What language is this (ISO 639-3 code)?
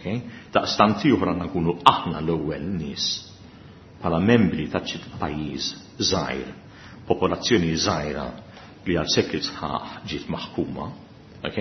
mlt